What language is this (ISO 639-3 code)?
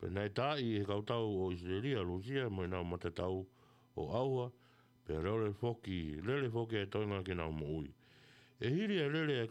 ton